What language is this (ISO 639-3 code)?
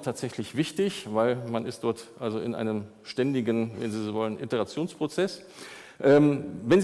deu